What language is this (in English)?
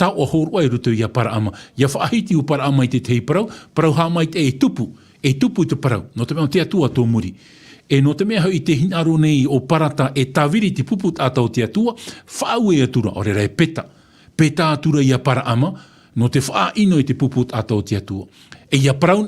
Tahitian